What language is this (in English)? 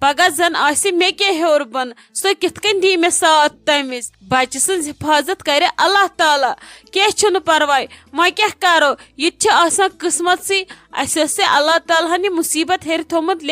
Kashmiri